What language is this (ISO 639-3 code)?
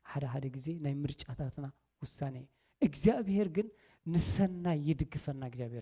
tir